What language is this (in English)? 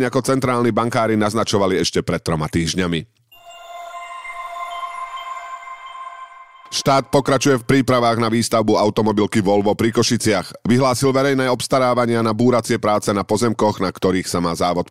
Slovak